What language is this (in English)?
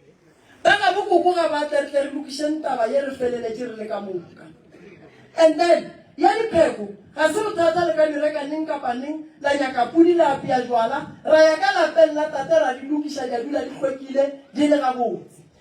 Northern Sotho